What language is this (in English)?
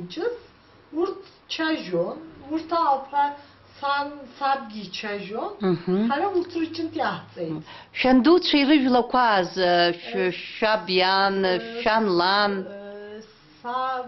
Abkhazian